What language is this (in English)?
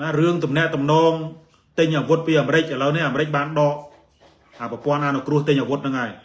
Khmer